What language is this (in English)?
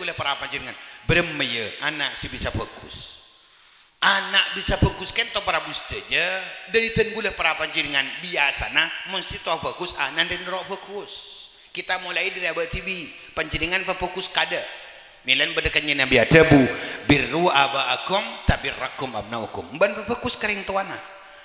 Madurese